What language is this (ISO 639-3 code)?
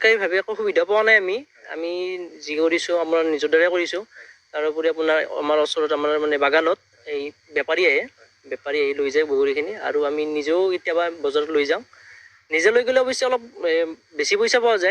asm